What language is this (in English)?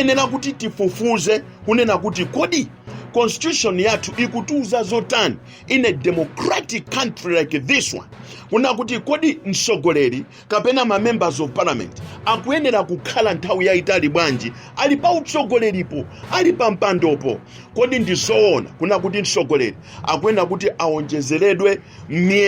Nyanja